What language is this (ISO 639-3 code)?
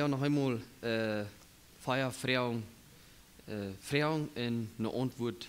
pdt